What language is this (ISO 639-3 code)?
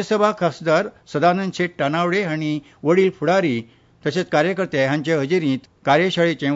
kok